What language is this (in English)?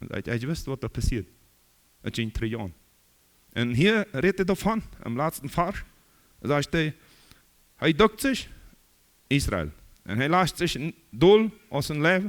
Plautdietsch